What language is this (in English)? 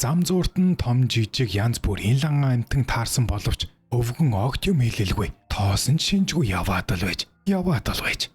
Mongolian